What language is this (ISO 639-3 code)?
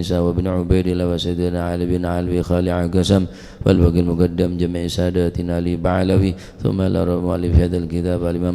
mad